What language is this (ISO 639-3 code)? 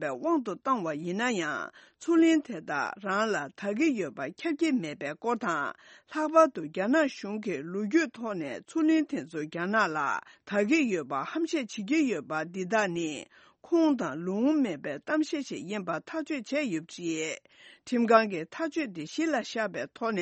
bod